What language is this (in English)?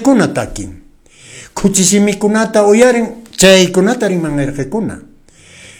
Quechua